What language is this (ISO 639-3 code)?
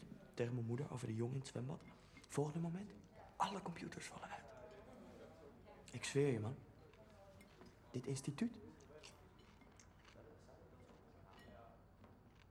nld